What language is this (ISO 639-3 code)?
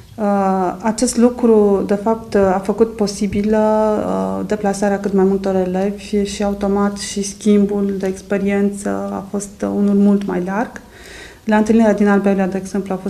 ron